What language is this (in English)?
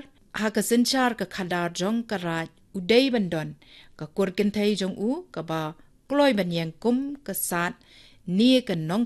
Khasi